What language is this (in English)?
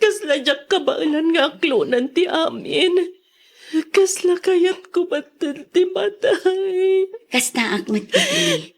Iloko